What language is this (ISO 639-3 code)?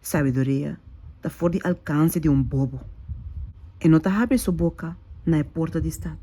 pap